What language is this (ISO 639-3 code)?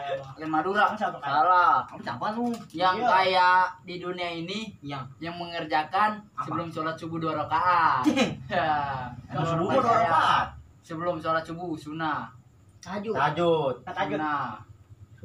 bew